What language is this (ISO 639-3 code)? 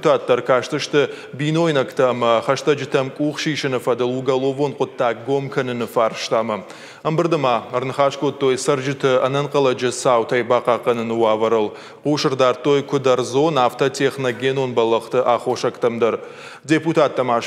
oss